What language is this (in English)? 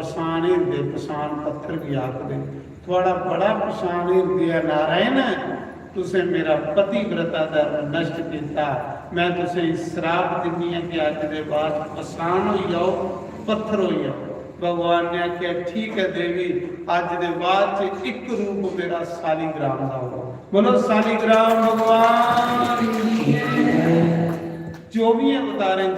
Dogri